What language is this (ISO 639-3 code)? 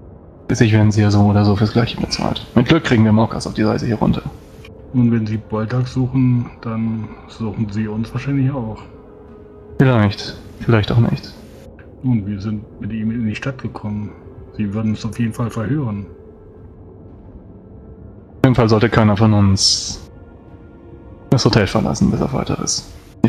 deu